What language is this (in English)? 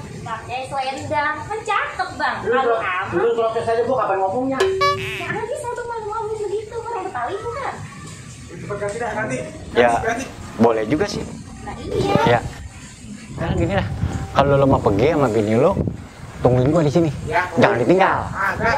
Betawi